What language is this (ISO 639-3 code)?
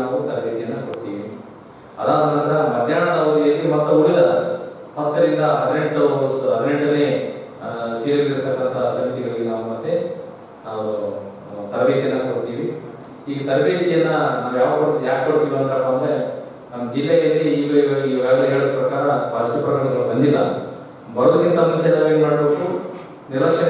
kan